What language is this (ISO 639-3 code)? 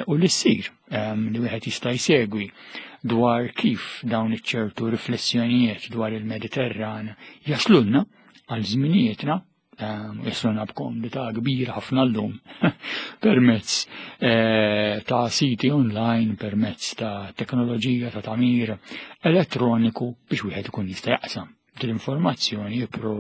mlt